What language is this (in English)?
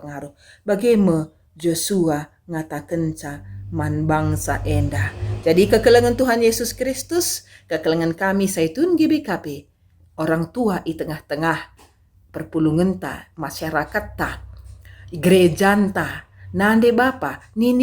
Batak Karo